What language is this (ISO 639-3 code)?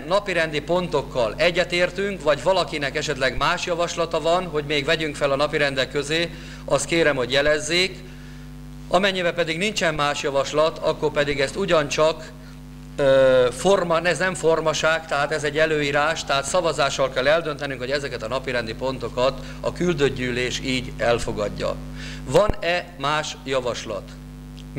hun